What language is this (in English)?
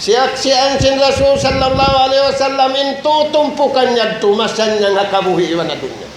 Tausug